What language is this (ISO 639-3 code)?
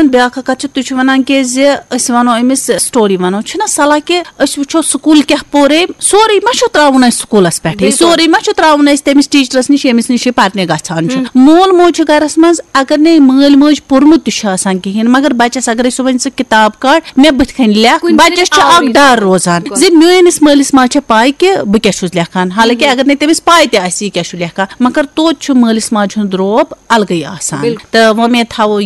kas